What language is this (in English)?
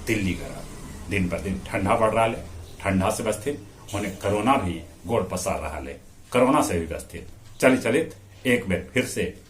Magahi